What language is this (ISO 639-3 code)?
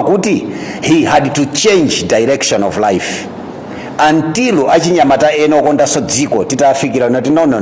nya